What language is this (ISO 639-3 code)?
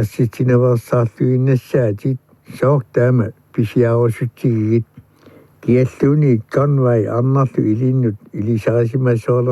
kal